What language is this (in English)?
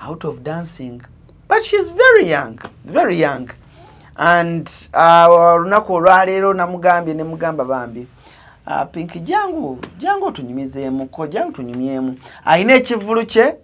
Ganda